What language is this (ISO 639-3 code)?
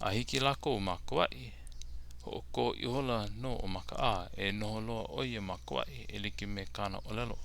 haw